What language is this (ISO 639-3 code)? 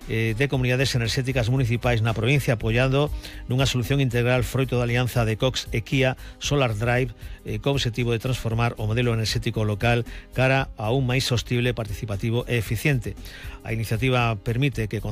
glg